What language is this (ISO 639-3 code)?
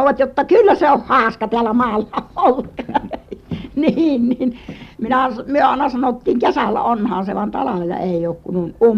fin